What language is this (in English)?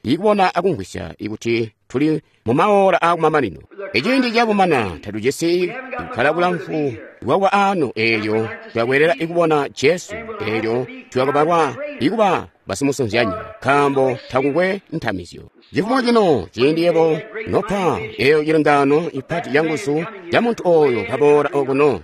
Tonga (Zambia)